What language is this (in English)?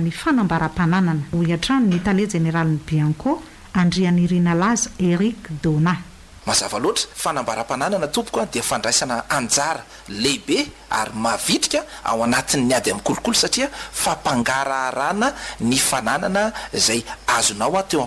Malagasy